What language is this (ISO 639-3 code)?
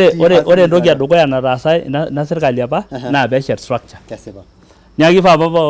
mas